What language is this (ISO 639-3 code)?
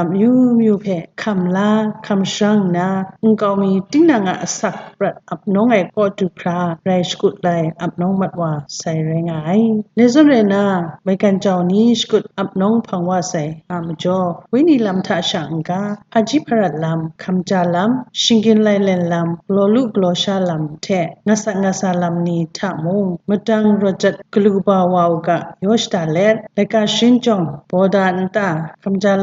kac